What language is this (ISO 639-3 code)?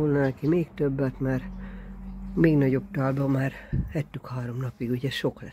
hun